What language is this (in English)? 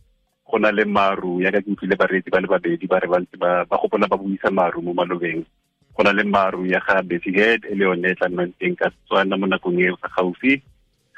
Tswana